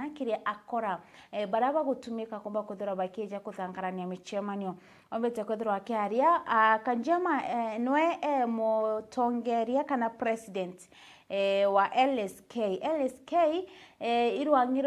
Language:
Meru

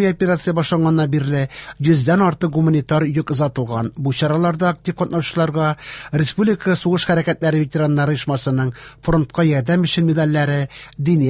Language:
Tatar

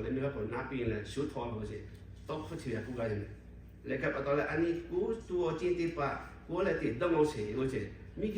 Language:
Lahu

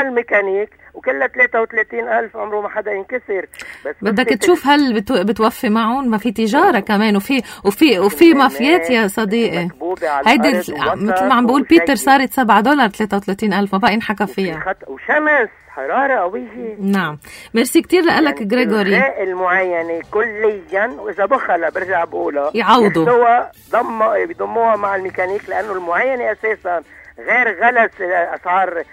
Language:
North Levantine Arabic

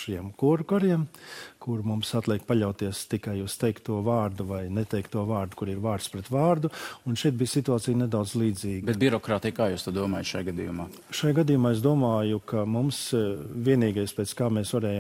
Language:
Latvian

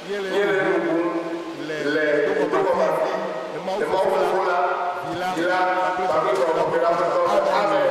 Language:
Ewe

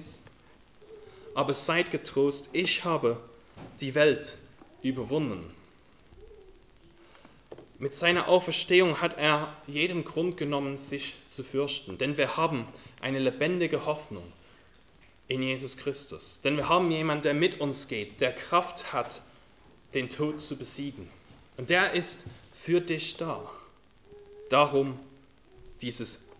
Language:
German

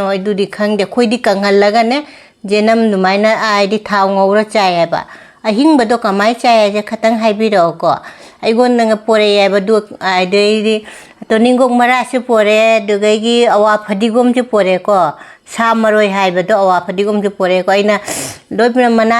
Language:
Manipuri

